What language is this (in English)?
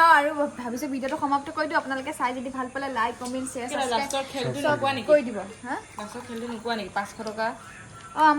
Assamese